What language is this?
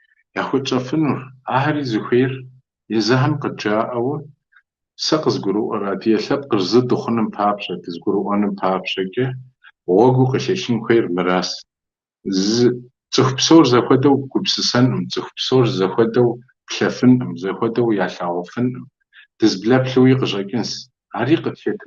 Kabardian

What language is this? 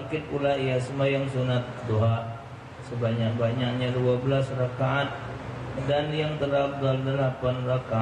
Musi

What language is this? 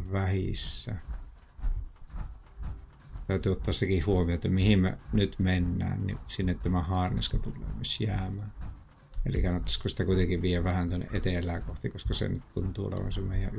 Finnish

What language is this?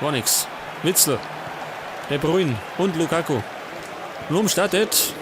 Bavarian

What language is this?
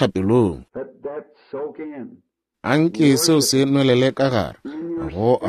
Northern Sotho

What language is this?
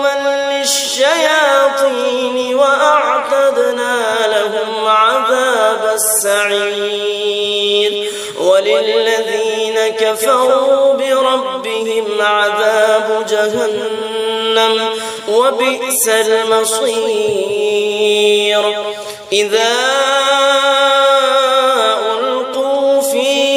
Arabic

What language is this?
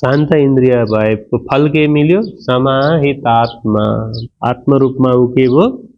Nepali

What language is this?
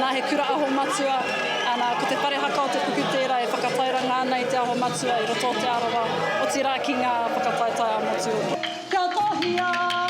Māori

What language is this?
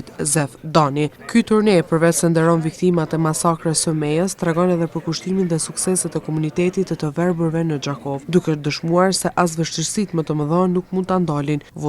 Albanian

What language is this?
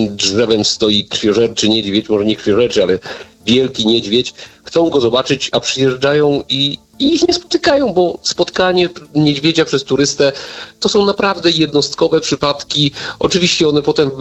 Polish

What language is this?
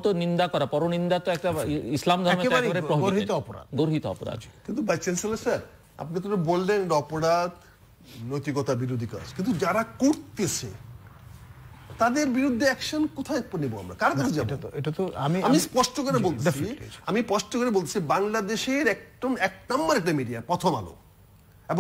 Bangla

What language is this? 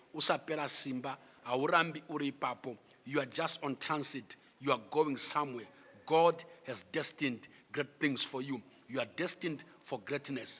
Shona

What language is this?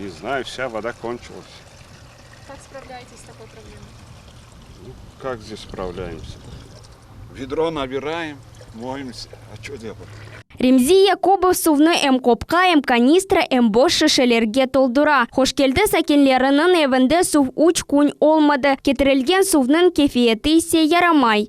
Crimean Tatar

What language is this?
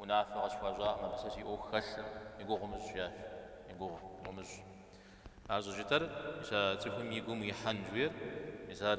Kabardian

